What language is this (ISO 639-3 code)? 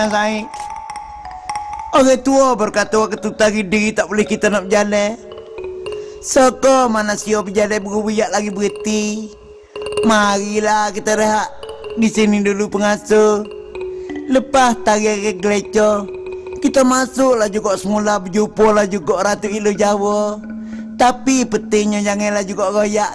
msa